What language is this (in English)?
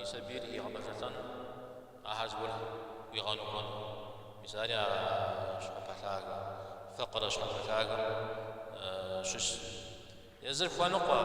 Kabardian